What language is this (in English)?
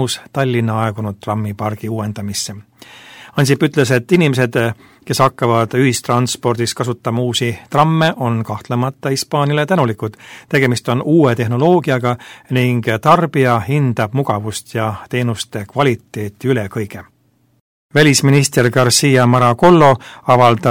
Estonian